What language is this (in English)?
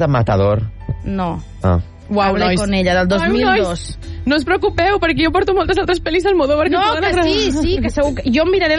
Catalan